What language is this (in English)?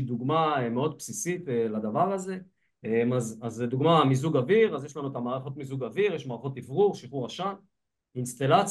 Hebrew